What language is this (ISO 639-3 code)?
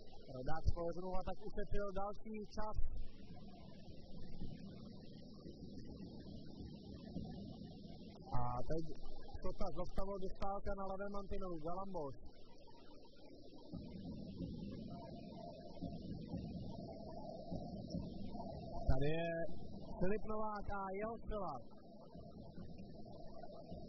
ces